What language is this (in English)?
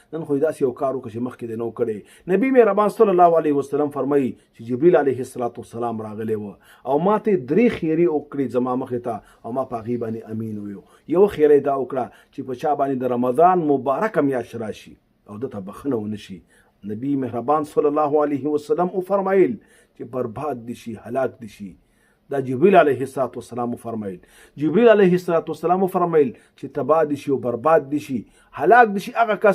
Pashto